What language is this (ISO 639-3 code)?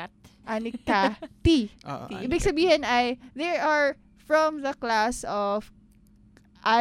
fil